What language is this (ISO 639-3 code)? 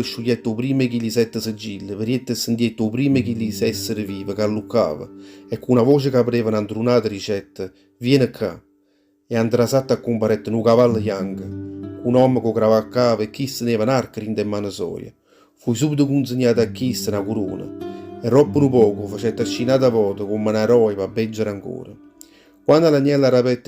nap